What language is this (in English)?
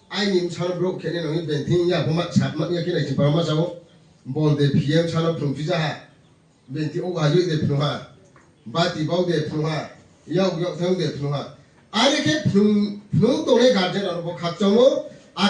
Riang (India)